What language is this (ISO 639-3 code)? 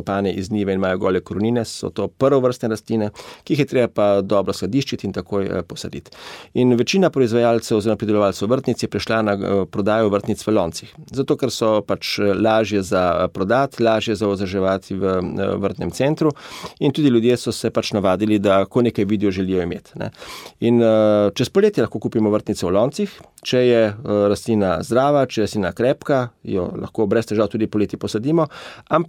slv